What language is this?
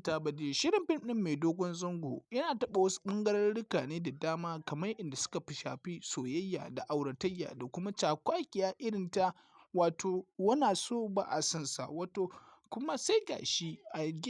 Hausa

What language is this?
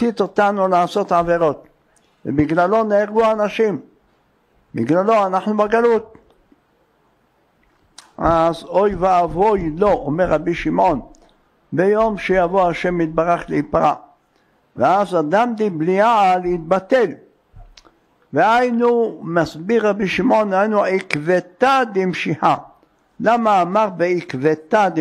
Hebrew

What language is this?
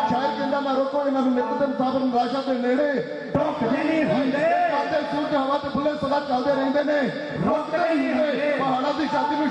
Punjabi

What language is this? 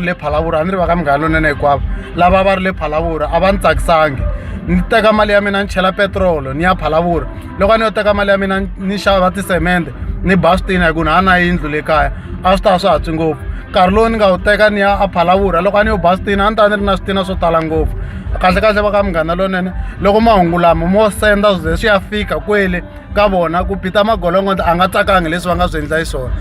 Tsonga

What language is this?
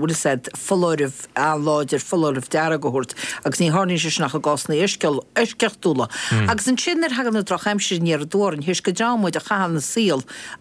Irish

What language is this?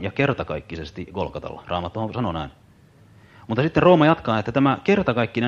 Finnish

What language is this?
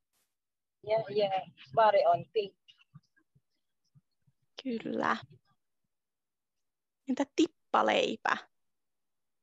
Finnish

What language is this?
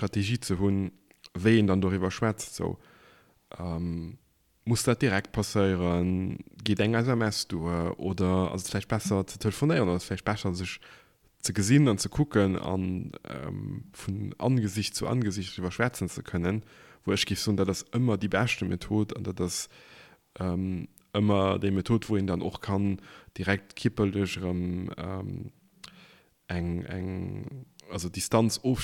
Luxembourgish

